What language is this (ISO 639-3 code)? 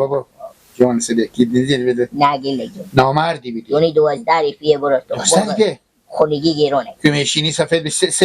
fas